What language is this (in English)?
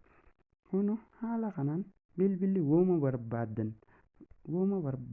Oromo